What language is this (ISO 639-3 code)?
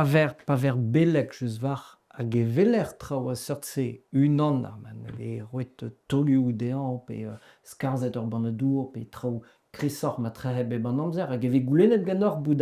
bre